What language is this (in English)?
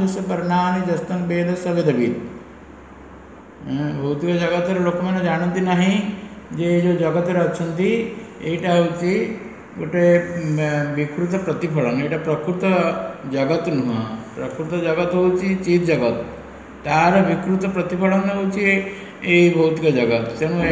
Odia